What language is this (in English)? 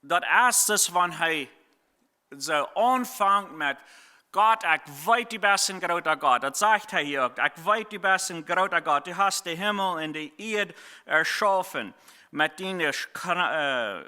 Plautdietsch